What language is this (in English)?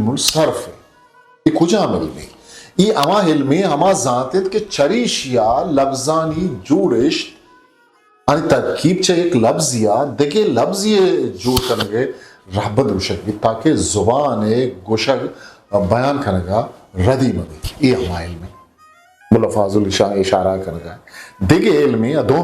Eastern Balochi